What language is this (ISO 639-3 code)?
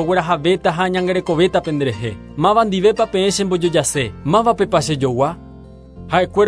grn